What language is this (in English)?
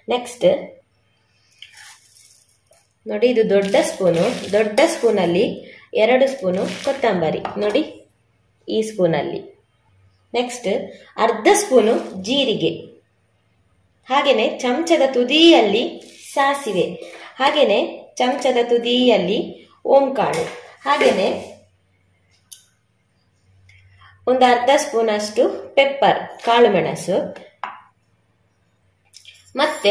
Kannada